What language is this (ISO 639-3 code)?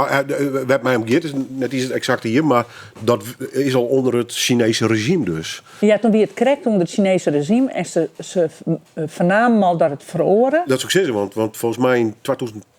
fry